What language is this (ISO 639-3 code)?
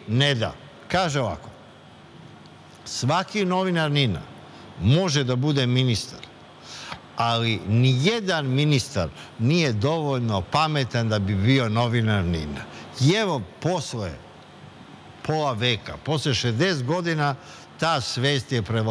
srp